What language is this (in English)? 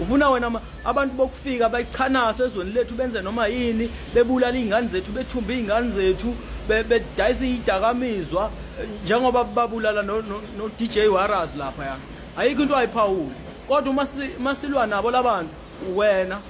Zulu